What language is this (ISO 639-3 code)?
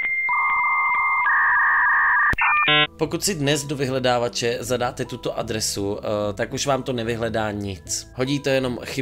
ces